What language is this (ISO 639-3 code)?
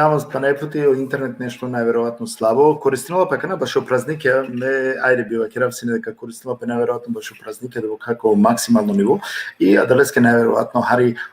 rmn